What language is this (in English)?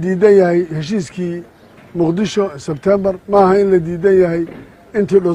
Somali